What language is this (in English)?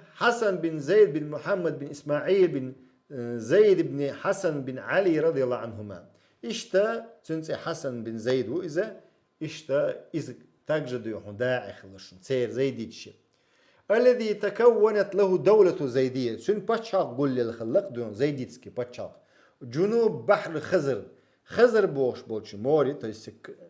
Chechen